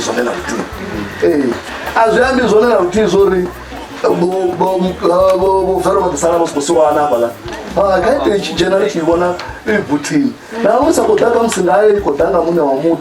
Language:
Venda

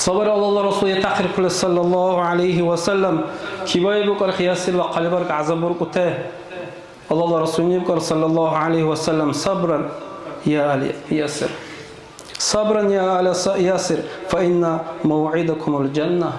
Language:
Dargwa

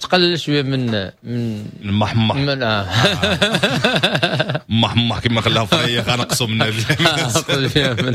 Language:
Moroccan Arabic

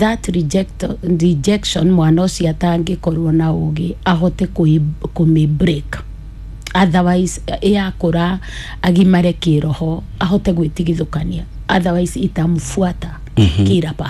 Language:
Kikuyu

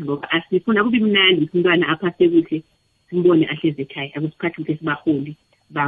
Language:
South Ndebele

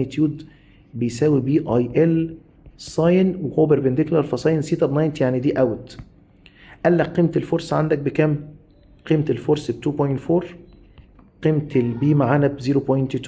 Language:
Egyptian Arabic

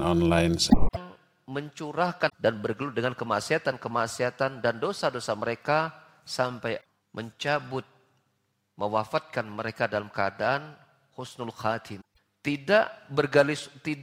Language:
Indonesian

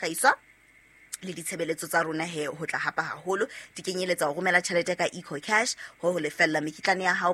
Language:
Southern Sotho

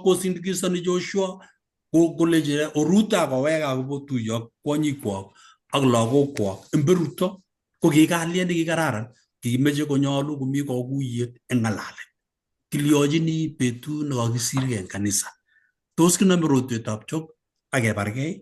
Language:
Kalenjin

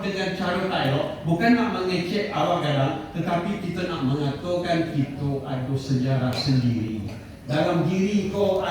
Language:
Minangkabau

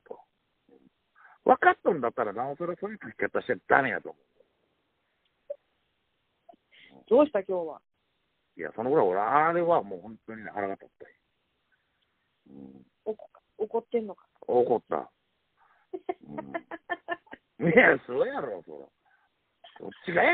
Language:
Japanese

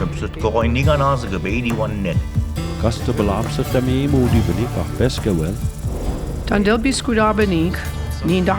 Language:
Mi'kmaw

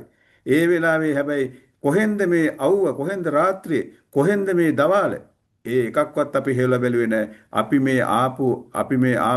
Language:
Sinhala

